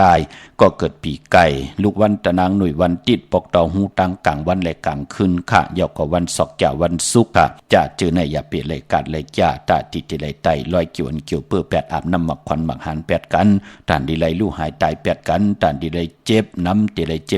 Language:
Shan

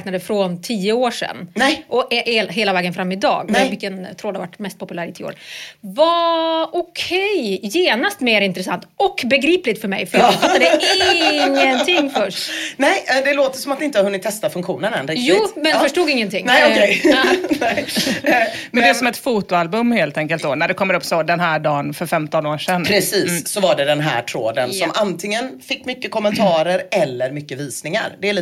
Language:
Swedish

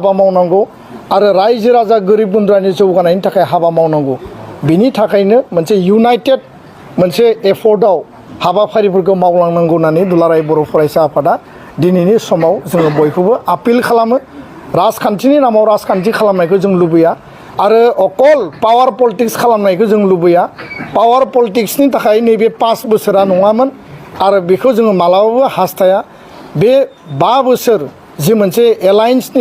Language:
Bodo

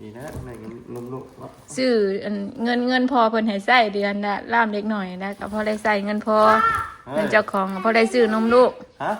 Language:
Northeastern Thai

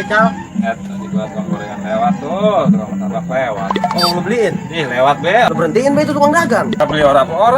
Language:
Betawi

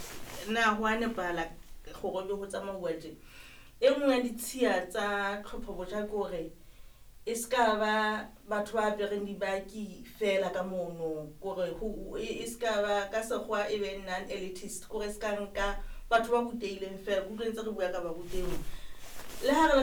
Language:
Southern Sotho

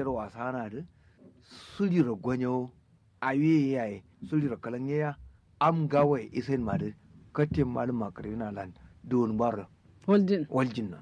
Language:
Kanuri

